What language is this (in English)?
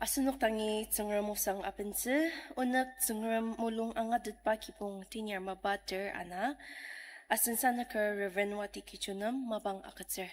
Ao Naga